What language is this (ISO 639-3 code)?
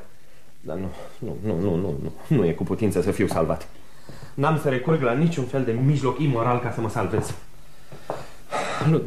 ron